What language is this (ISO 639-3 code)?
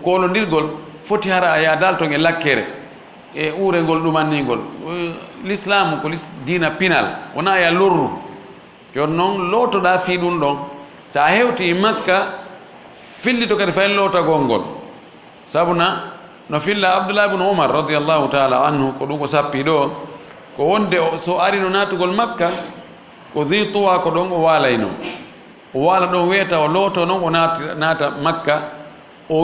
ful